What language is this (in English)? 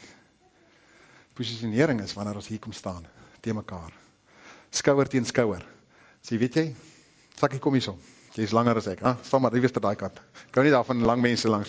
Afrikaans